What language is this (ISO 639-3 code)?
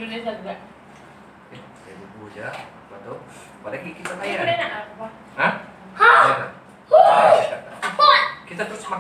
msa